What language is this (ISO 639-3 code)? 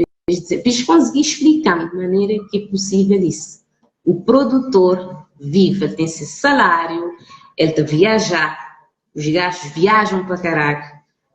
kea